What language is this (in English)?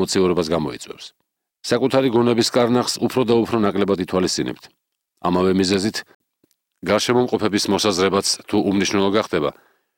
Georgian